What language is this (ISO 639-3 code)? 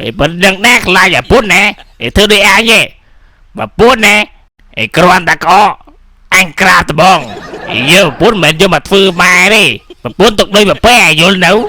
khm